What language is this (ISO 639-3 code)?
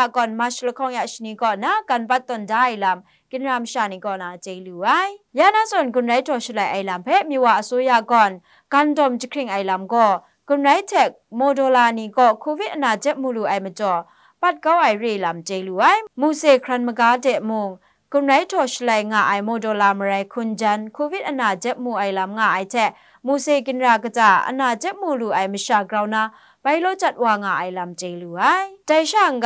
kac